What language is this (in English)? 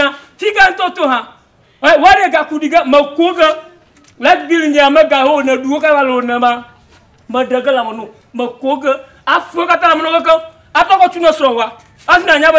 Ewe